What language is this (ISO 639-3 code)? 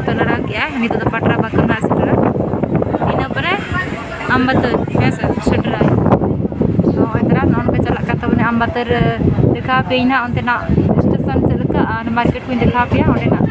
sat